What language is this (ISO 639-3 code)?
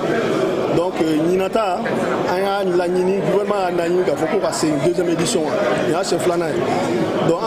bam